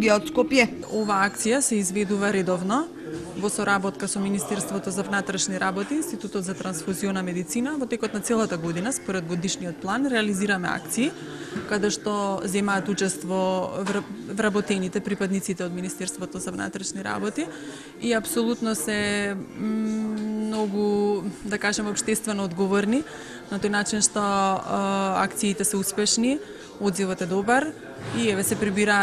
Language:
Macedonian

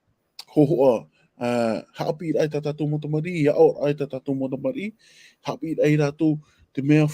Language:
Tahitian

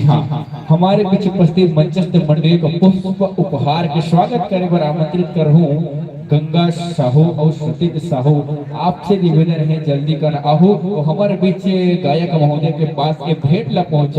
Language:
Chhattisgarhi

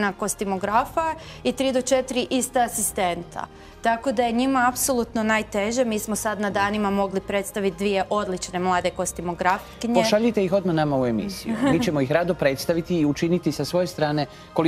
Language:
Croatian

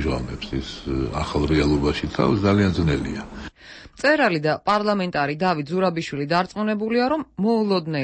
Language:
Georgian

